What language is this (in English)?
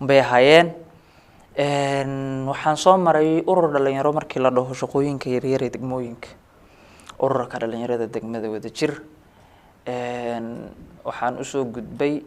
Somali